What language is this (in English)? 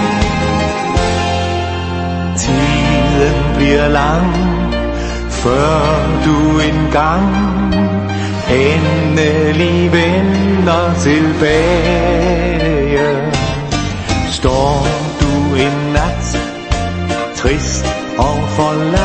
Danish